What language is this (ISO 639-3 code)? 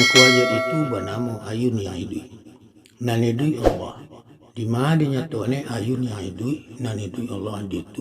min